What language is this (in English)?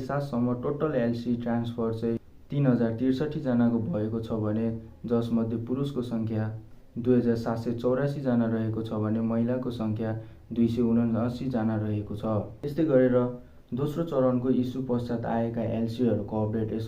Nepali